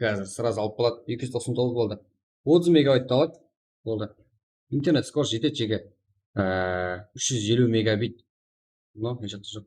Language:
Kara-Kalpak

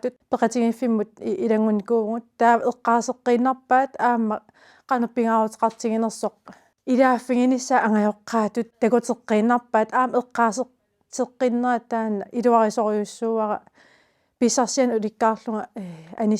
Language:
Kalaallisut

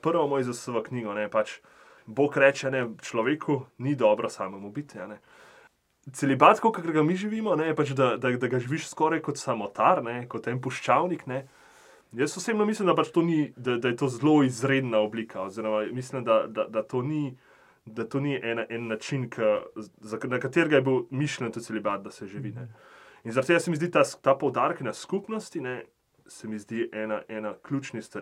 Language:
Slovenian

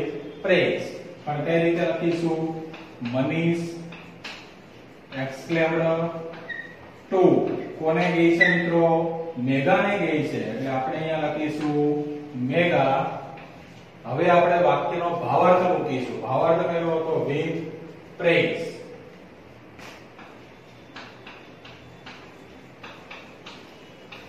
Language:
Gujarati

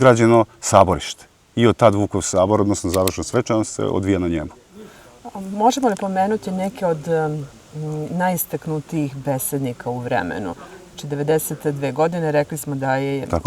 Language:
Serbian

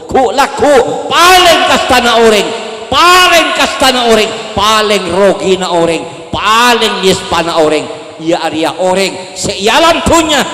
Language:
Madurese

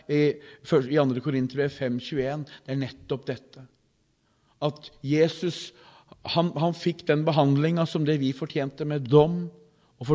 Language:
Norwegian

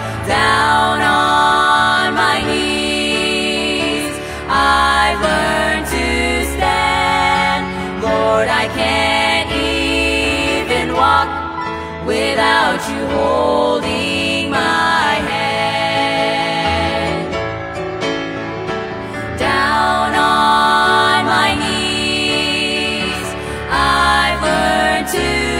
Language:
English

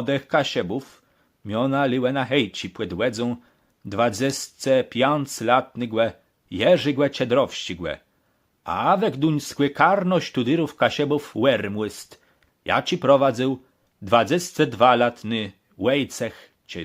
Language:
Kashubian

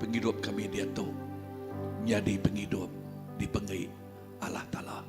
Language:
Iban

